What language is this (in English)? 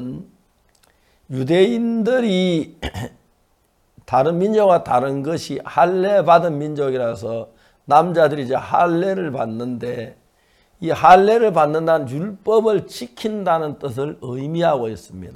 Korean